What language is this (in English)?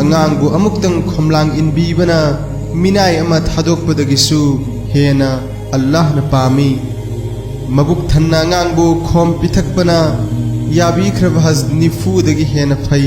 Manipuri